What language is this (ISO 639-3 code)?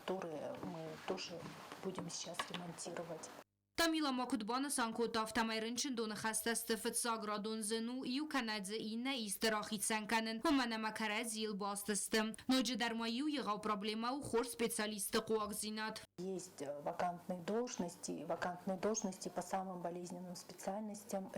oss